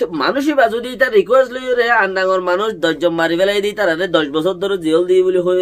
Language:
Rohingya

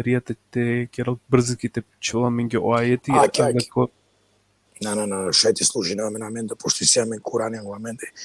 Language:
Balkan Romani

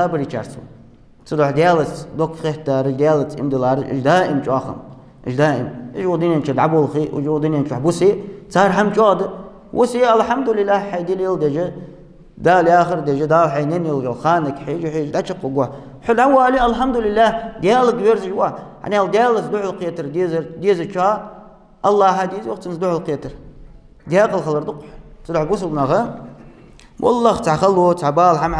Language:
Ingush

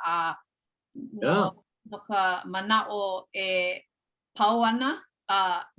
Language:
Hawaiian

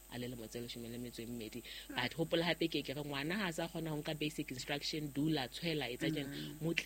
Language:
Southern Sotho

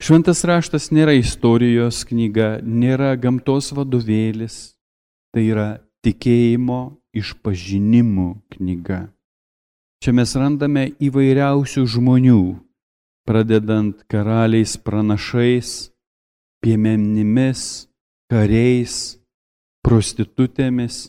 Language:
Lithuanian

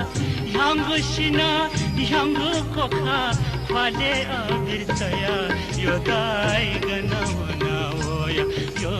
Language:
Newari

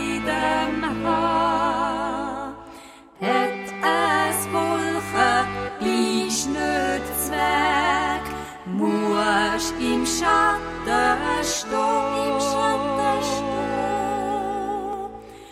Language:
German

